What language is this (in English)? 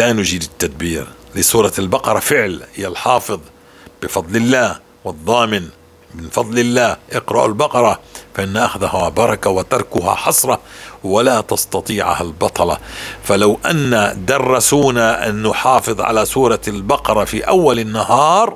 North Levantine Arabic